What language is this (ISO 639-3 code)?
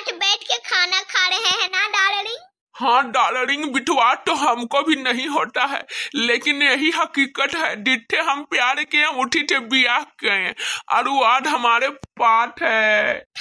bho